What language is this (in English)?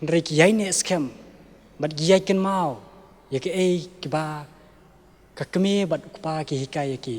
Khasi